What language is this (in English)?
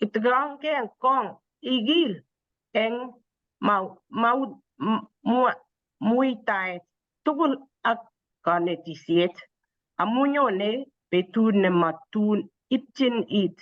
Kalenjin